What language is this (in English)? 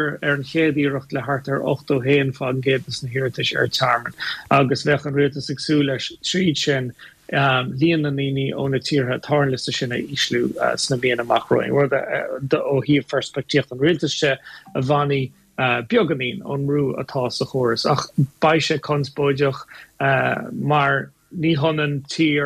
Irish